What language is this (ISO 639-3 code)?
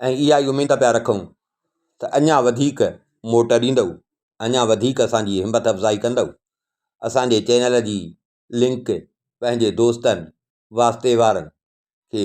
snd